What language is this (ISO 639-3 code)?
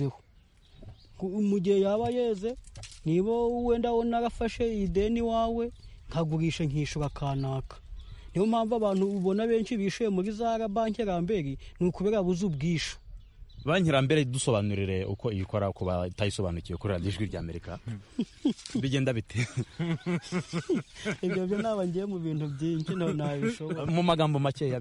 kin